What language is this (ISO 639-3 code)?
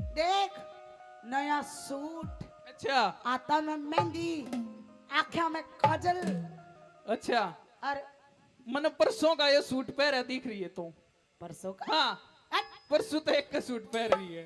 bgc